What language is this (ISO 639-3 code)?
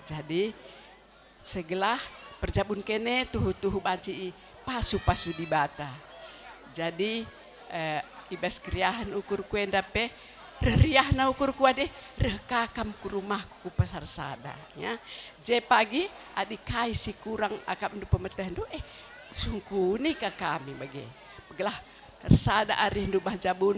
btx